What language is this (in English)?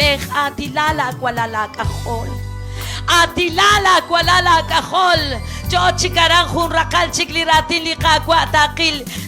Kekchí